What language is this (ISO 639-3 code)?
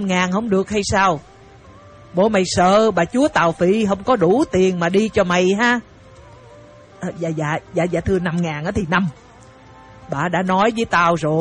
vie